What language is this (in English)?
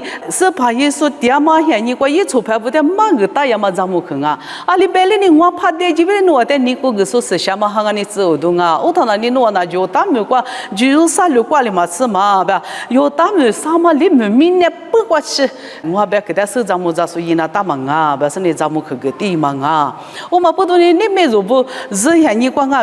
Lisu